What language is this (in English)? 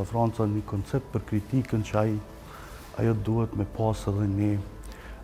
Albanian